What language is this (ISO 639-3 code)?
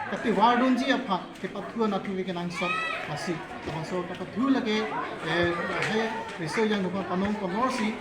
mjw